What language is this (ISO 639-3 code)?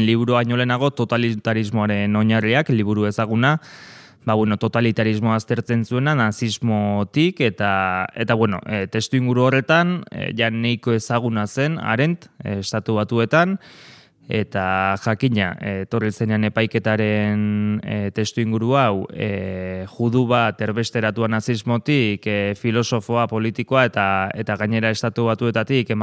eus